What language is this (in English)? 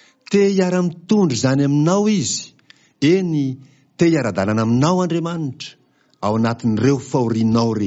Malagasy